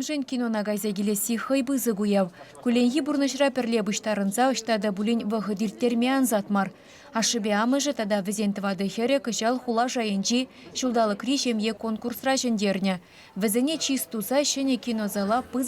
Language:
Chuvash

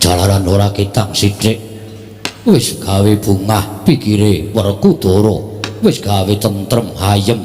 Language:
Javanese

